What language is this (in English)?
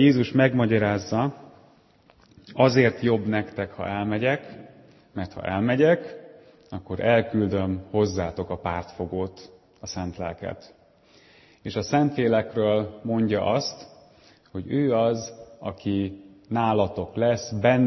Hungarian